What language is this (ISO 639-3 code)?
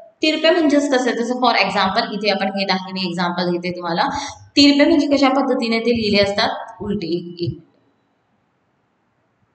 mar